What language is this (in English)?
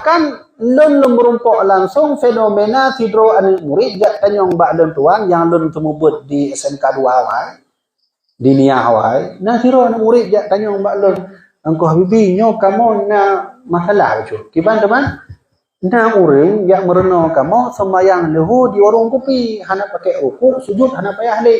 Achinese